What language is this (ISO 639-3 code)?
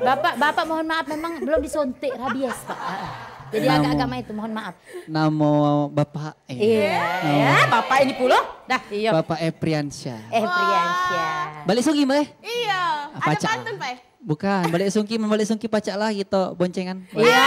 mui